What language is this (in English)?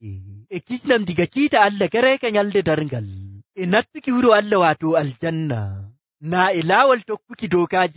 Nigerian Fulfulde